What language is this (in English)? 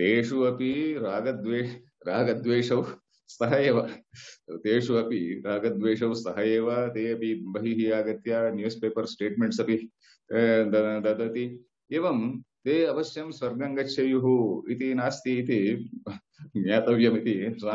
Sanskrit